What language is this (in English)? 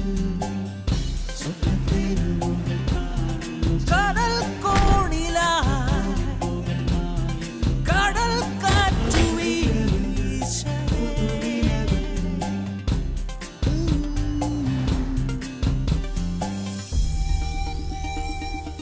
Malayalam